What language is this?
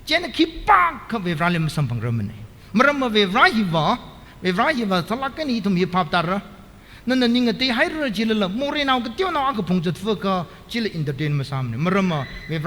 Tangkhul Naga (India)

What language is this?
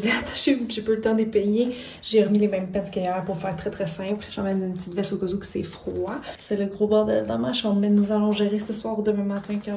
French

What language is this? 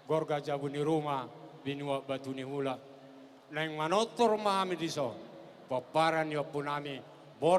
Batak Toba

